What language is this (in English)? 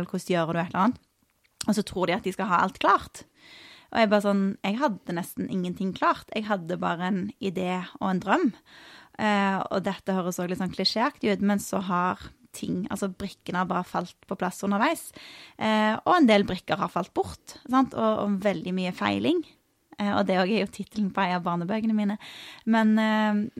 Norwegian